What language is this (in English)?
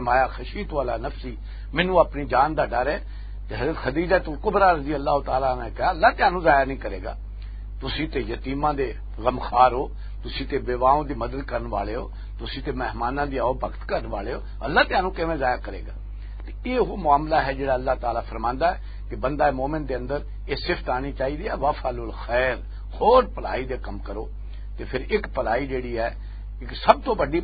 Western Panjabi